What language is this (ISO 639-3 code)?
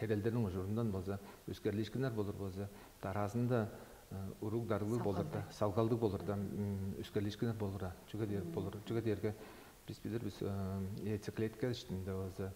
tyv